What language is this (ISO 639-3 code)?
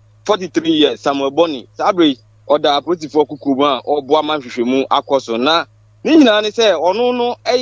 aka